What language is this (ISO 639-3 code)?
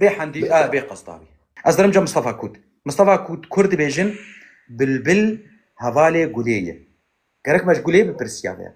kur